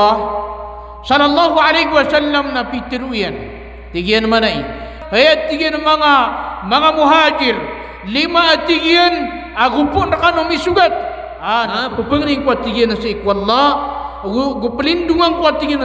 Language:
Maranao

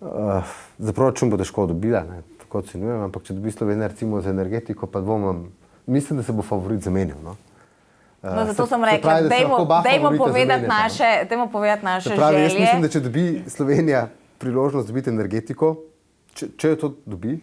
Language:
Slovenian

